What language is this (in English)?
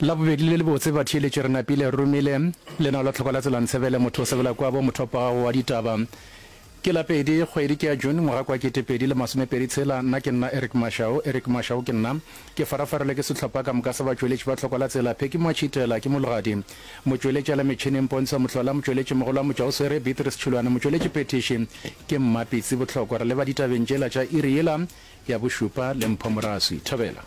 Northern Sotho